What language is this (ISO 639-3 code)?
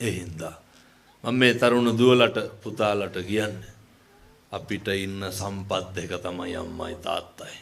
sin